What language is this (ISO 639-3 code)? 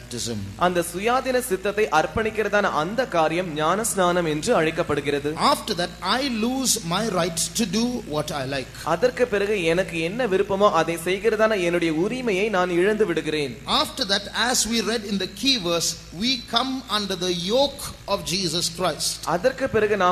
tam